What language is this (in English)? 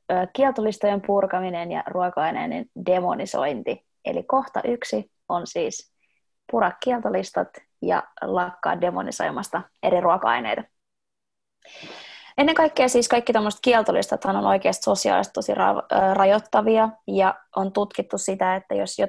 Finnish